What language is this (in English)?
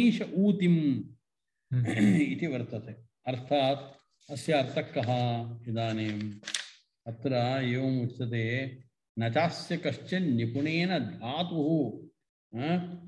Sanskrit